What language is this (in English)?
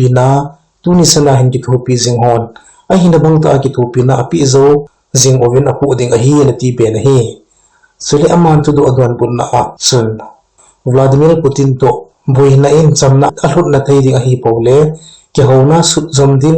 Thado Chin